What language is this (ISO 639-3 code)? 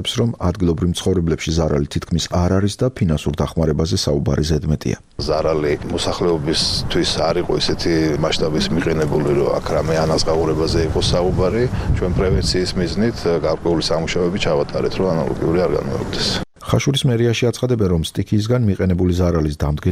kat